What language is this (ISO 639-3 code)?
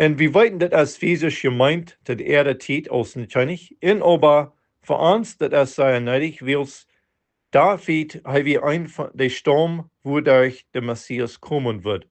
pdt